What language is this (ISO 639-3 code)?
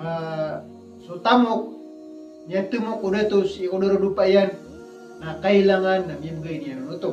mrw